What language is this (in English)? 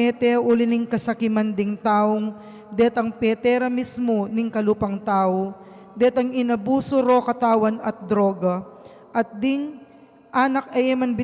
Pampanga